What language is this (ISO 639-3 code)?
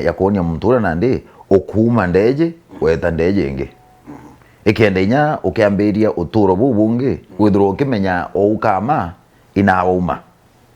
mer